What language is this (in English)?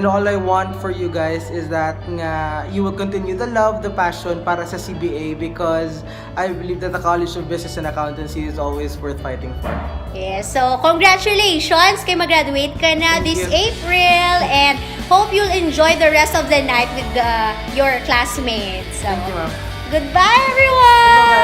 Hiligaynon